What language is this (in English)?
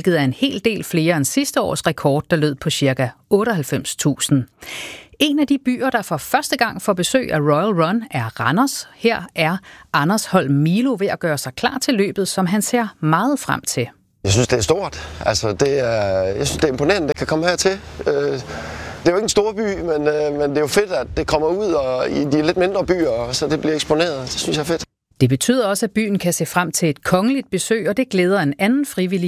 Danish